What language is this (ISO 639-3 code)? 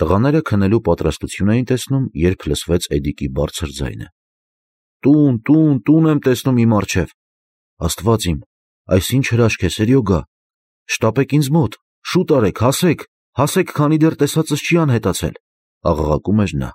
hye